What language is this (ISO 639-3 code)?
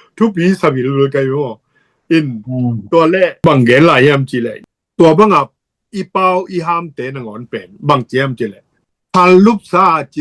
ctd